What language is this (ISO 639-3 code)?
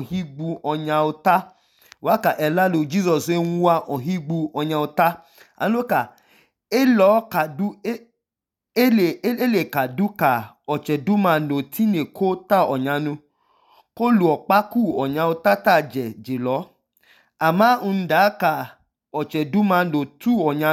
idu